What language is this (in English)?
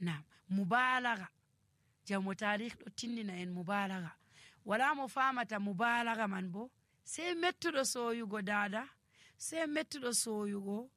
Nigerian Fulfulde